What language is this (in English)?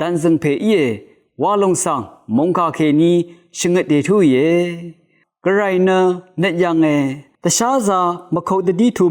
Rawang